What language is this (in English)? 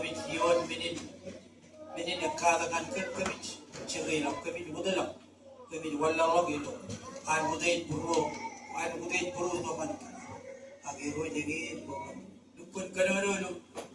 Marshallese